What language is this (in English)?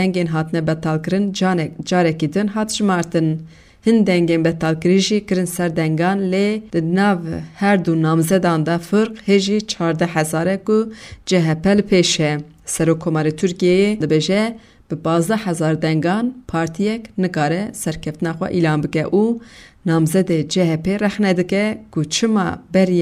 Kurdish